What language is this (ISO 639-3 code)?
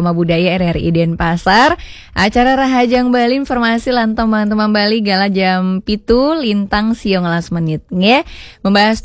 ban